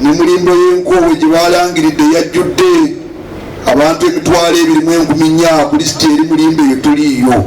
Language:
Ganda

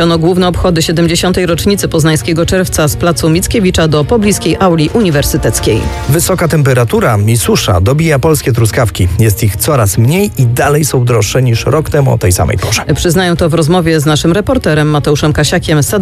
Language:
Polish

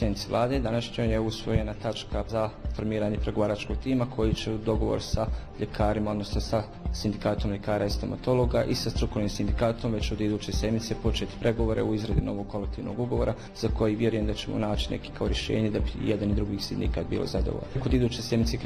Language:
Bosnian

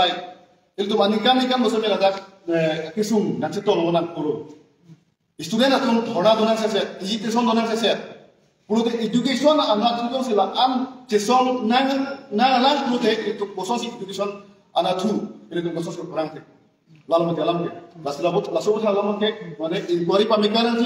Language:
Karbi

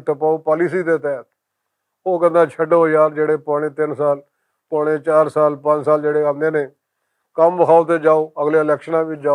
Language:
Western Panjabi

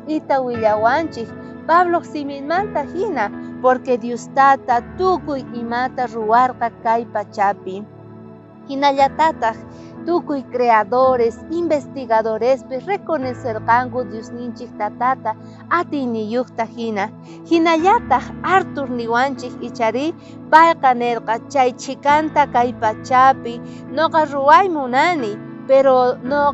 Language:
South Bolivian Quechua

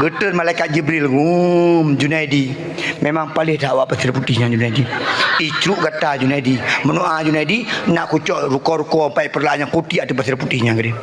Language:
Achinese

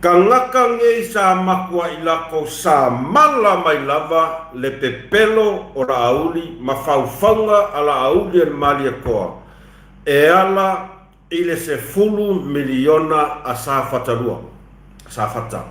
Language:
Samoan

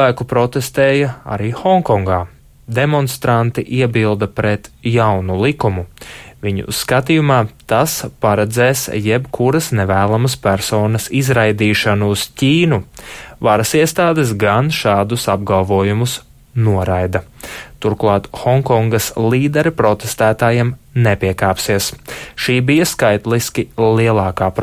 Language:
Latvian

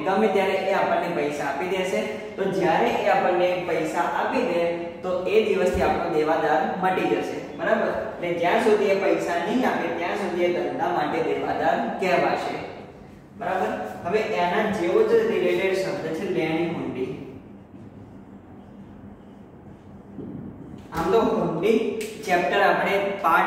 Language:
Gujarati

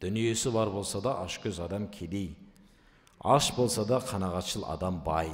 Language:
Kazakh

